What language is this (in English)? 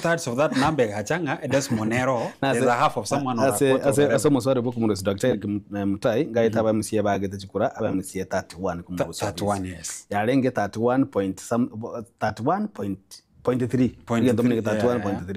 Gusii